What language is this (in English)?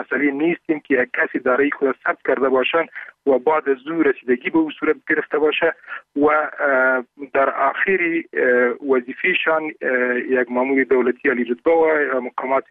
Persian